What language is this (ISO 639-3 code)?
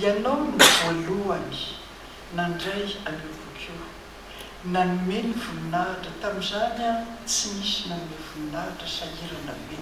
mlg